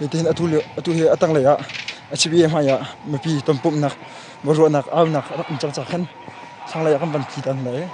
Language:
Hakha Chin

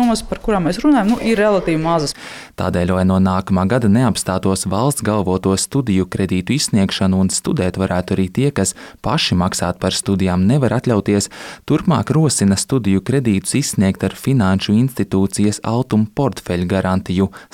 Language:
Latvian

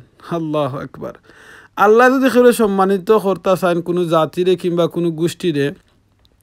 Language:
Sylheti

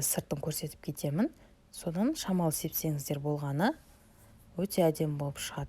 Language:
Kazakh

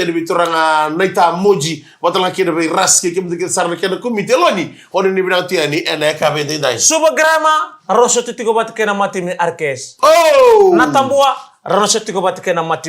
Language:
Fijian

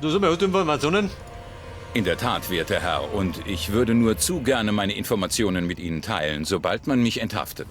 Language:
Bavarian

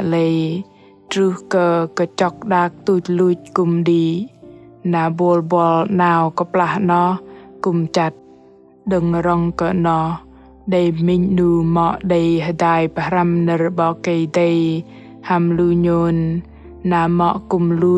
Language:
Bahnar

